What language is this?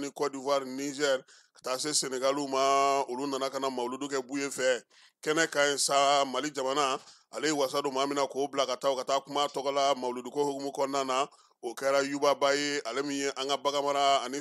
Bambara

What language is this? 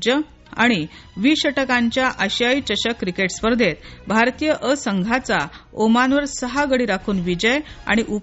Marathi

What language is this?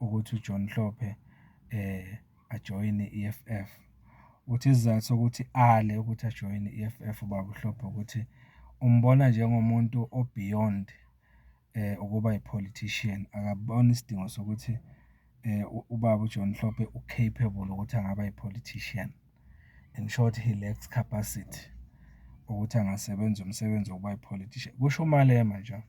Zulu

